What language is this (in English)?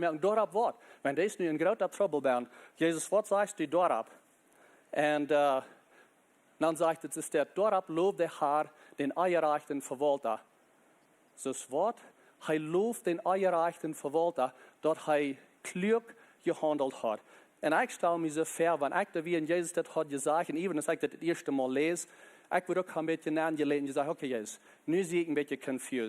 Plautdietsch